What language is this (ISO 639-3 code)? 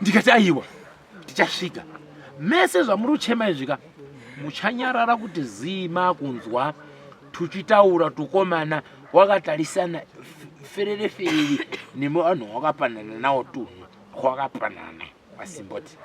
sna